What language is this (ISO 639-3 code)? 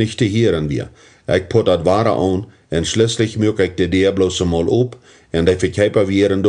pdt